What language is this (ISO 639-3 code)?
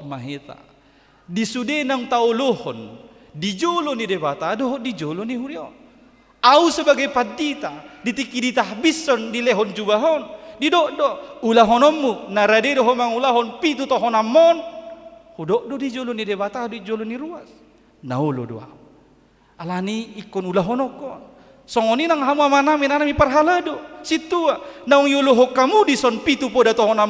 bbc